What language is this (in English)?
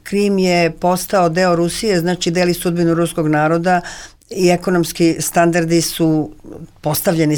Serbian